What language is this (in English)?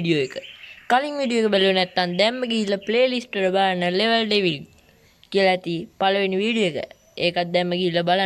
Sinhala